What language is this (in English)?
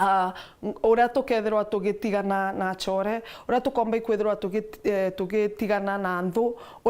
Meru